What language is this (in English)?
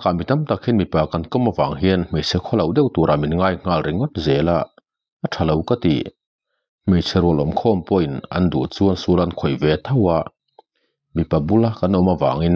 Mizo